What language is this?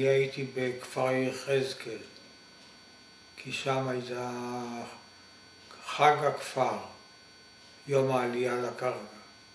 Hebrew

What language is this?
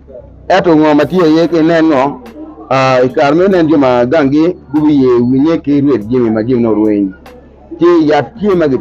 Acoli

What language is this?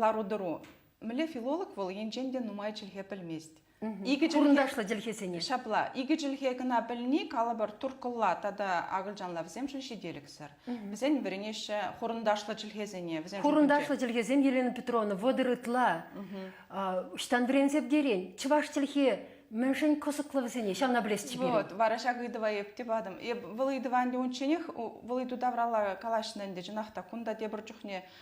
Chuvash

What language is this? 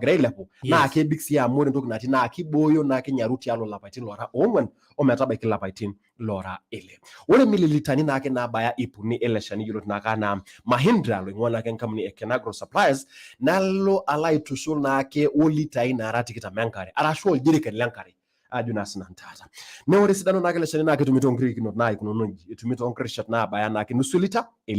Masai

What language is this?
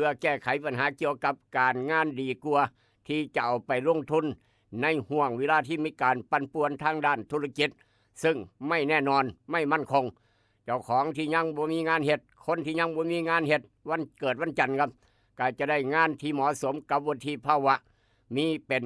Northeastern Thai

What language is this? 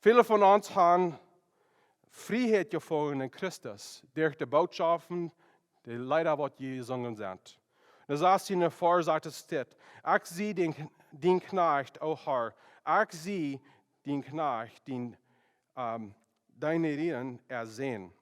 Plautdietsch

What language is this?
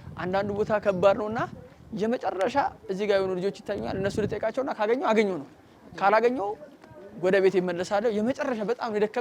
Amharic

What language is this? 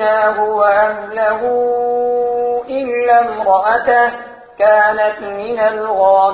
Gujari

